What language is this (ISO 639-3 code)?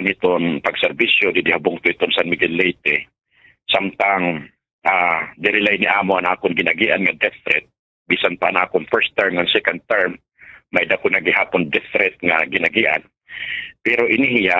war